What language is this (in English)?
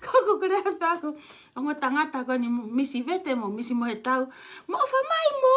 Tongan